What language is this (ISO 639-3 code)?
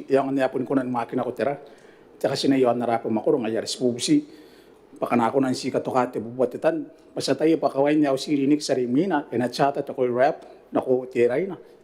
gil